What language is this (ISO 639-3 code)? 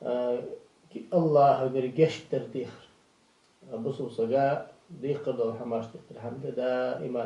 inh